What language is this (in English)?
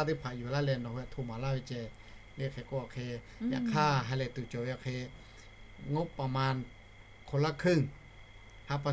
Lahu